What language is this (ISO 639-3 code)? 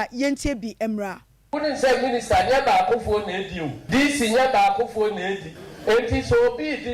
aka